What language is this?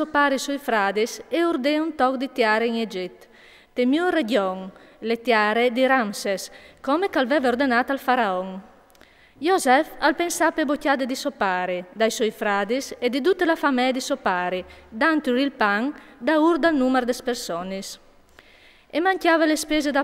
Friulian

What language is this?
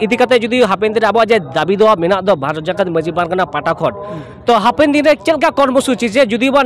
Santali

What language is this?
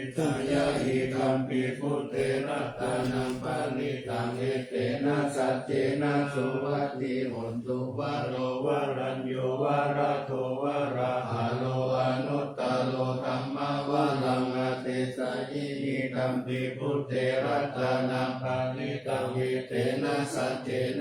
Pali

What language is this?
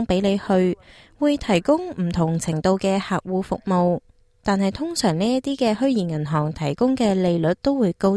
Cantonese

